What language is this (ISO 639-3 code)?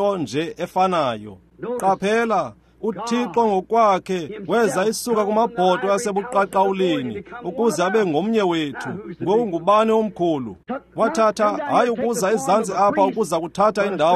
xho